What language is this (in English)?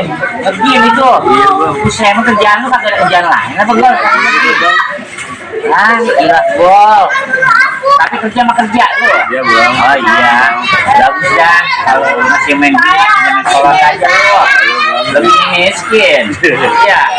Betawi